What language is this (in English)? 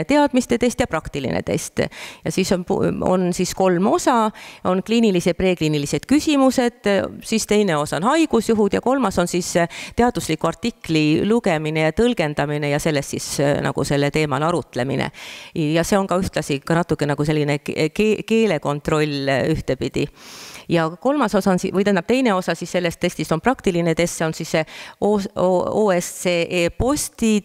Estonian